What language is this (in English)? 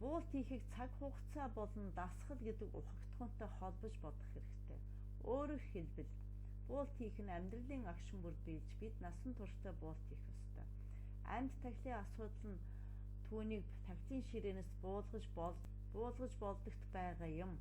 Mongolian